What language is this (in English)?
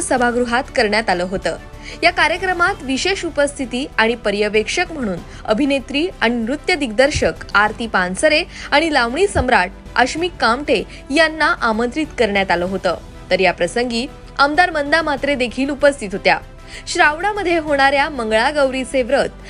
Marathi